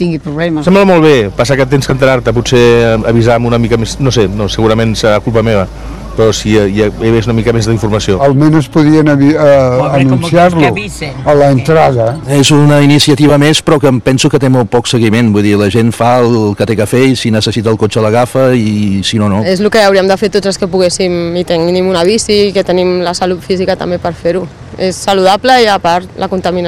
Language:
Catalan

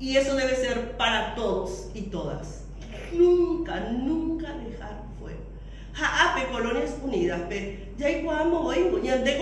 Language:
Guarani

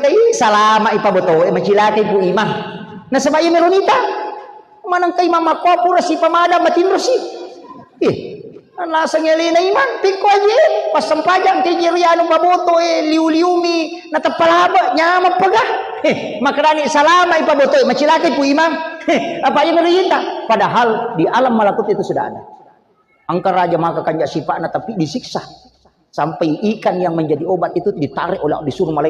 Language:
Buginese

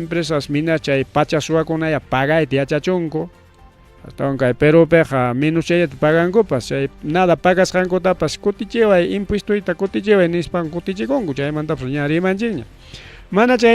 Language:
Ayacucho Quechua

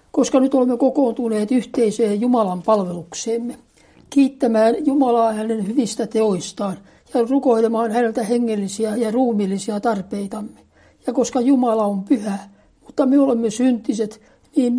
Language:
Finnish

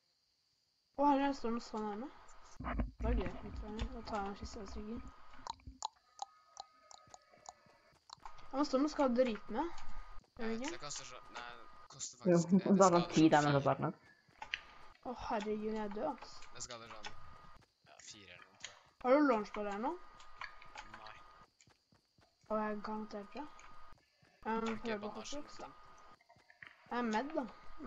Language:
Norwegian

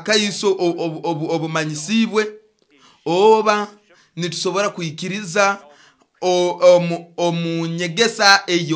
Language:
Nyoro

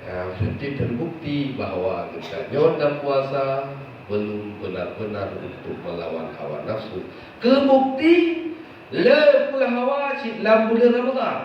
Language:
Achinese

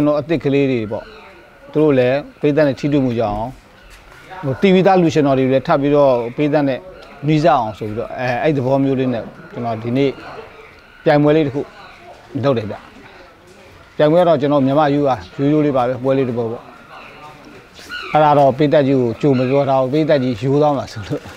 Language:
Burmese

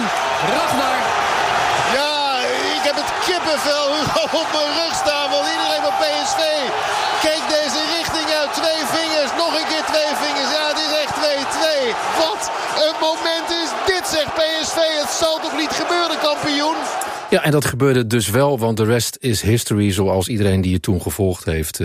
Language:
Dutch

